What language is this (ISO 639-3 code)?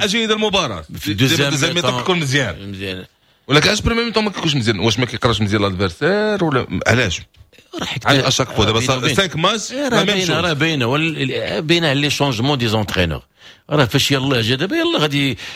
ary